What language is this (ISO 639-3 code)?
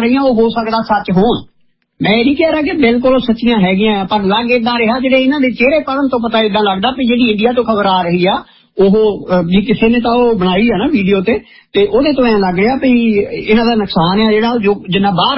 pan